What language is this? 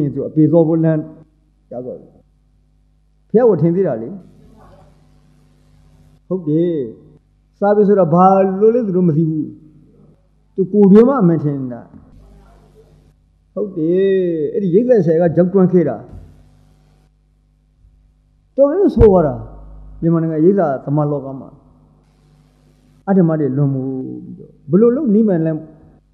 Burmese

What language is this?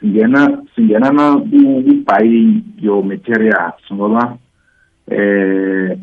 South Ndebele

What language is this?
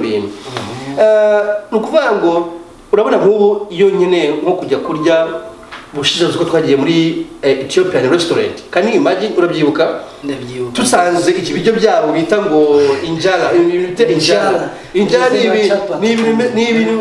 Kinyarwanda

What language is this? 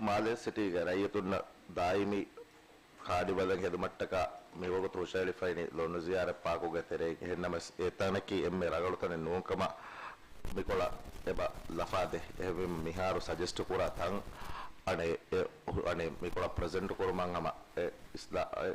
Divehi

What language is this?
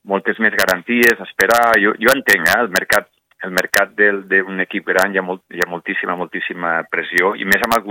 Catalan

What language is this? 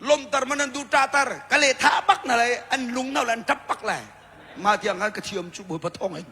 Hakha Chin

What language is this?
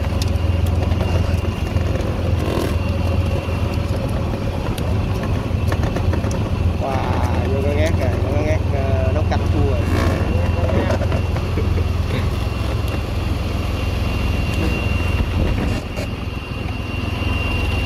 Vietnamese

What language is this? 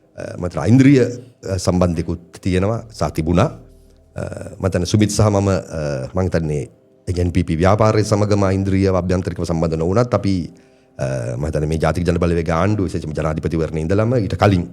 Sinhala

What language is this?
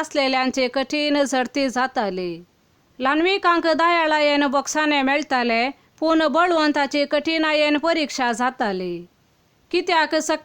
Konkani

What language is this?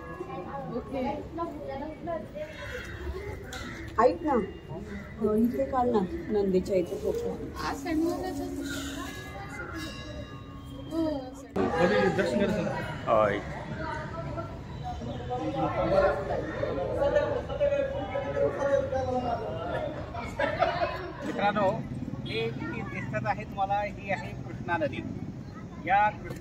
Marathi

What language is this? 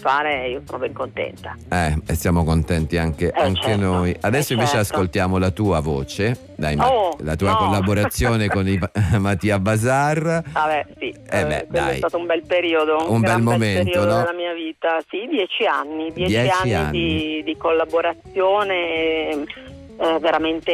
Italian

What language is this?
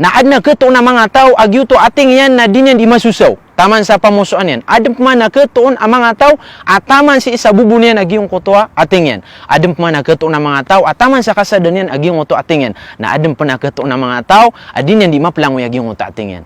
Maranao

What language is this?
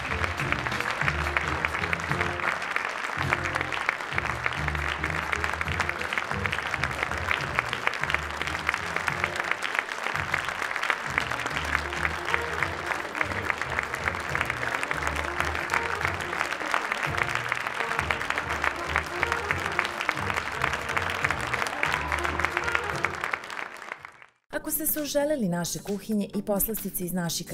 Serbian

